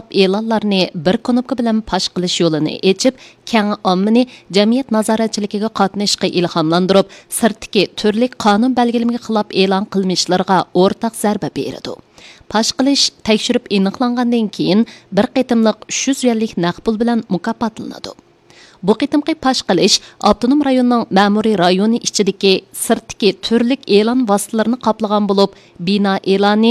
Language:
Uyghur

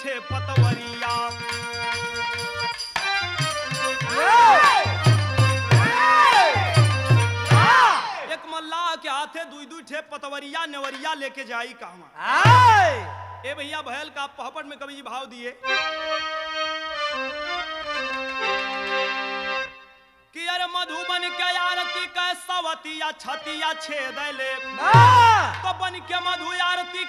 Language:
Bhojpuri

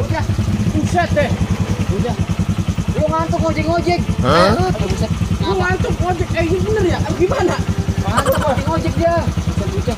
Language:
Betawi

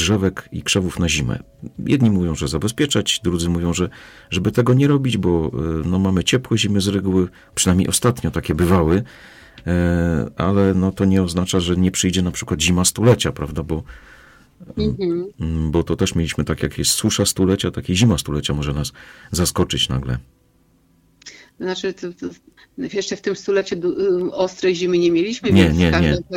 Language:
Polish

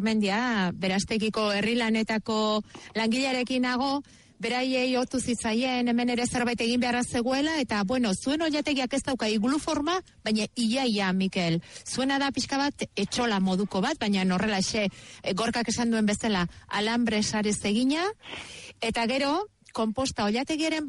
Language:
Basque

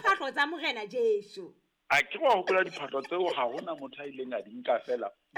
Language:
Southern Sotho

